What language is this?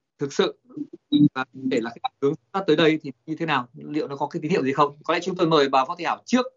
Vietnamese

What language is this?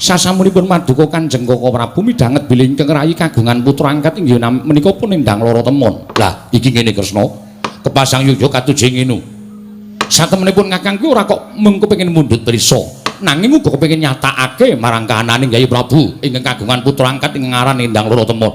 Javanese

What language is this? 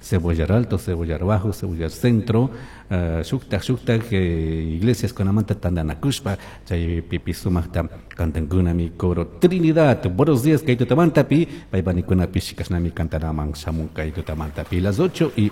Chimborazo Highland Quichua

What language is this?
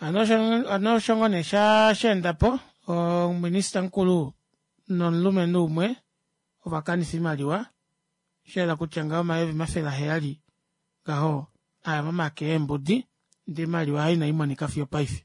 Kuanyama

